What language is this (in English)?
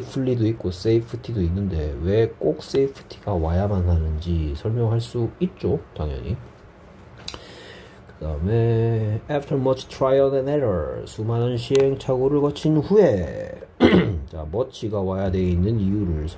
Korean